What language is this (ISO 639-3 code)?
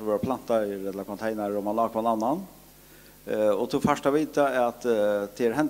fao